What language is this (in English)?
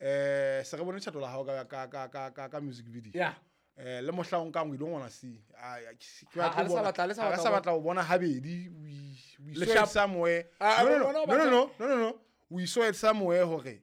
Southern Sotho